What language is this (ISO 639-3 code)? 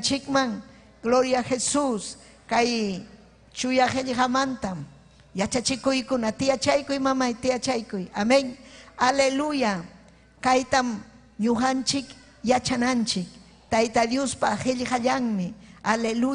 quy